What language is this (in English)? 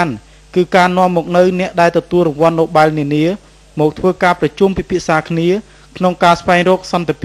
Khmer